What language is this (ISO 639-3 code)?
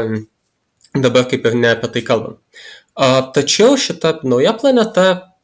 lit